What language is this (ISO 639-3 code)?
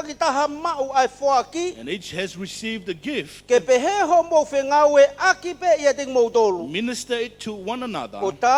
ton